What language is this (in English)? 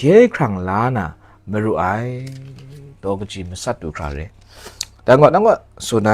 Kachin